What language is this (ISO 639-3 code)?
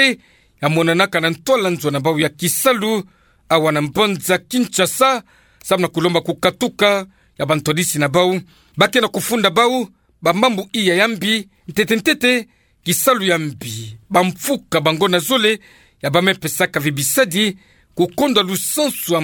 ktu